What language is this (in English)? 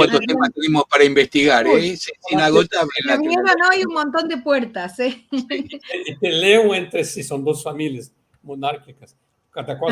Ladino